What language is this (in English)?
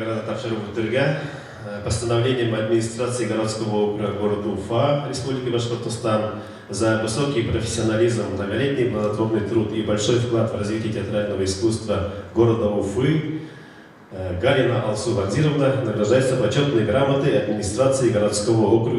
Bashkir